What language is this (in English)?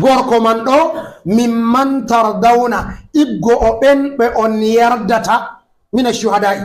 Fula